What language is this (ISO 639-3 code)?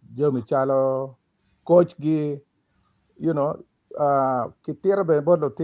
ach